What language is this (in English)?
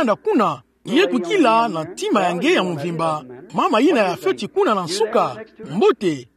Kituba (Democratic Republic of Congo)